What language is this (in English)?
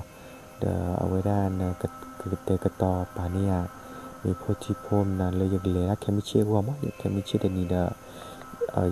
S'gaw Karen